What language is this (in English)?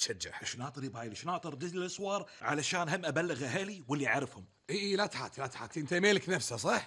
Gulf Arabic